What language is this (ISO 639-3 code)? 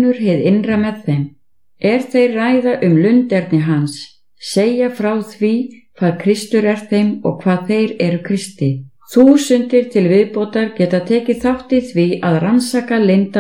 isl